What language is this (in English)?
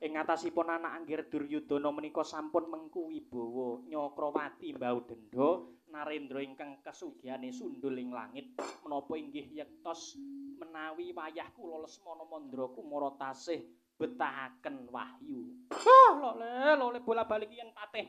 Javanese